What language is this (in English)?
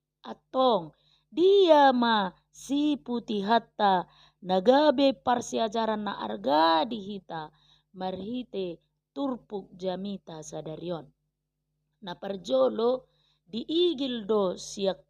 Batak Toba